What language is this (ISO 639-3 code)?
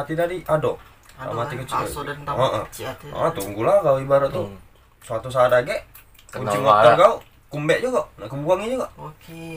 mui